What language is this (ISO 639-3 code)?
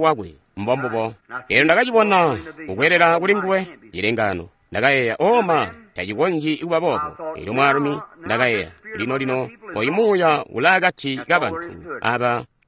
toi